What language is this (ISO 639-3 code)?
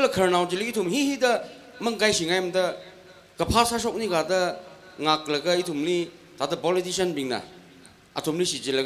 nmf